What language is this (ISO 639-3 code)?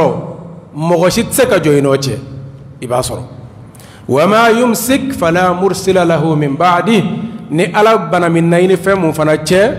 bam